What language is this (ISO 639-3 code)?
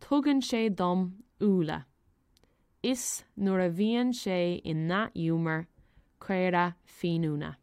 gle